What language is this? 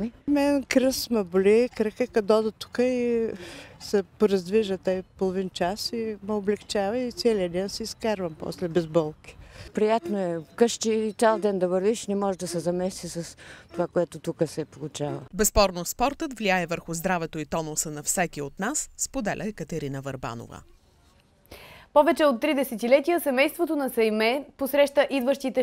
Bulgarian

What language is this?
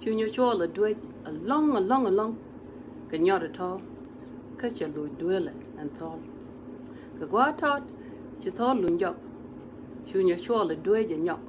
Nuer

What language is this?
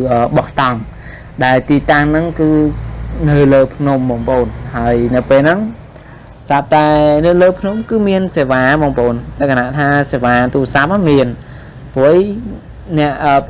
Khmer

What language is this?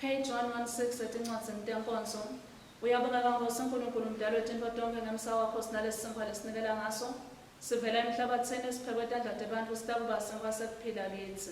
Swati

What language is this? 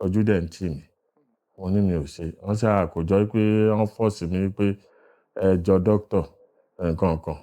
Yoruba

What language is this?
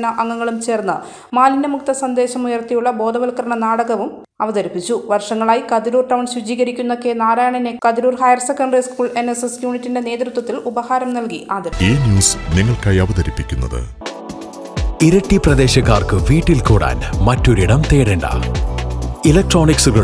Malayalam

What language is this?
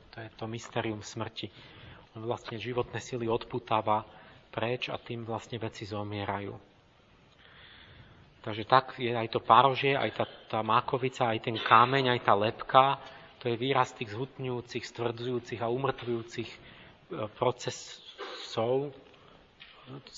Slovak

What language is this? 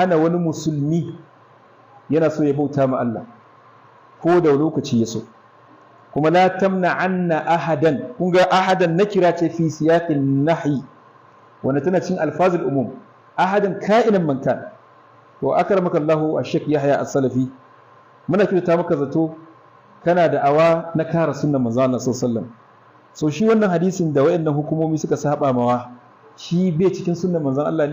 Hausa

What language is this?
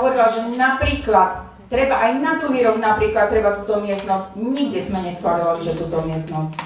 Slovak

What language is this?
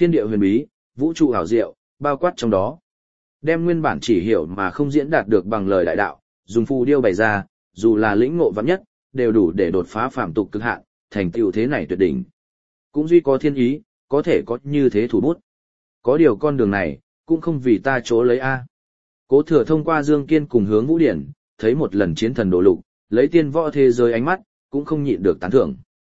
Vietnamese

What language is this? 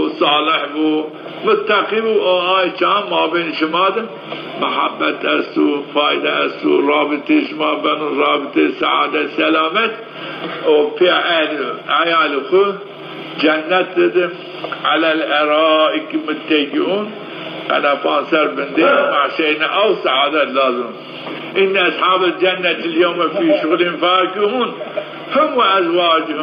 Zaza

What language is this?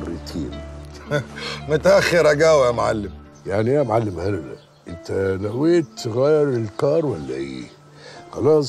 Egyptian Arabic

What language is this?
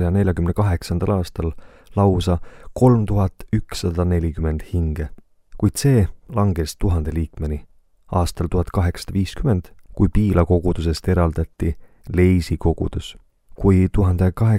Estonian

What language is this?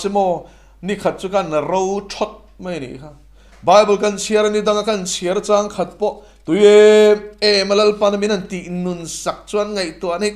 Mizo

